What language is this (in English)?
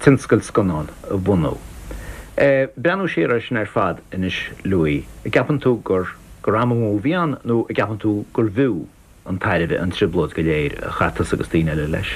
Irish